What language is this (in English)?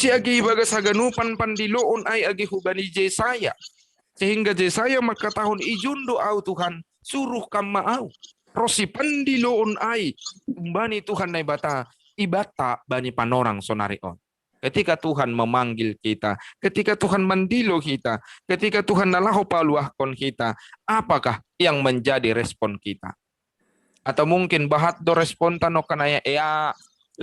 Batak Simalungun